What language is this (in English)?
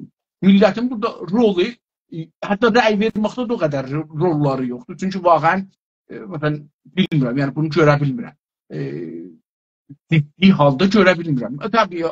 South Azerbaijani